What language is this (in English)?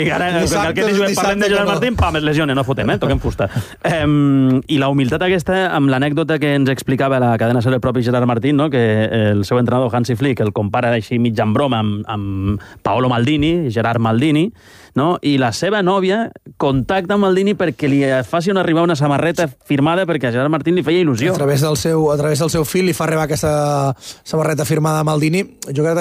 Catalan